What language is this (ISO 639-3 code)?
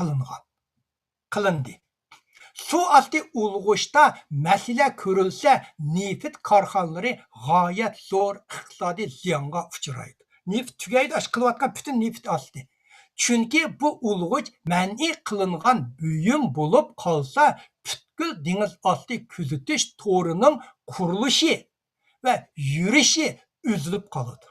uig